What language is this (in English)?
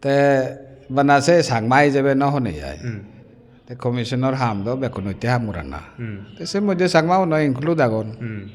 Chakma